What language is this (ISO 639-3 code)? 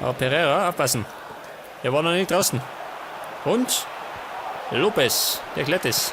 bar